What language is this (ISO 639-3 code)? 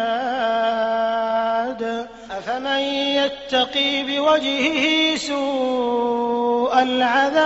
ara